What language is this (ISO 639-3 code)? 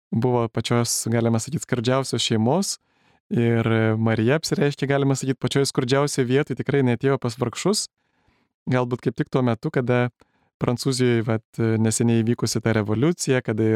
lit